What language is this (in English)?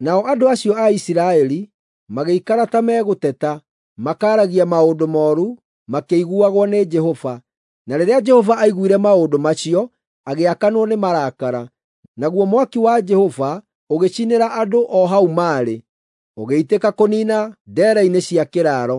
Kikuyu